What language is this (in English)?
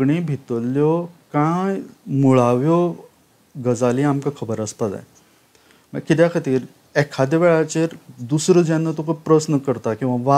Konkani